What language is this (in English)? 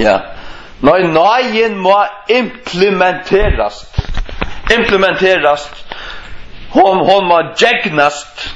Faroese